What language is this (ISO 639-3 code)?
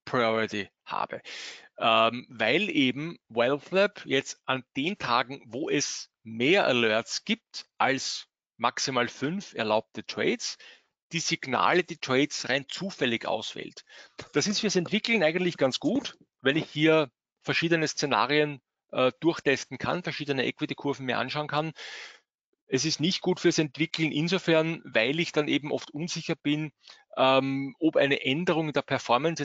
deu